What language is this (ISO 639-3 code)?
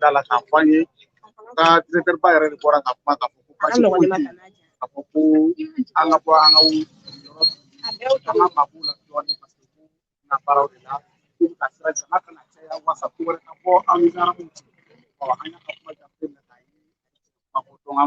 bam